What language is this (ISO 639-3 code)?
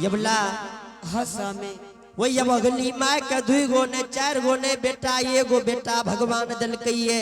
anp